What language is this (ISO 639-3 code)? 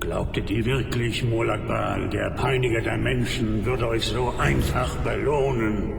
bar